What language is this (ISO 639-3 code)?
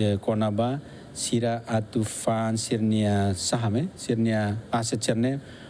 tet